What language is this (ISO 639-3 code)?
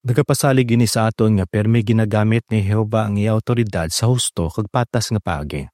hil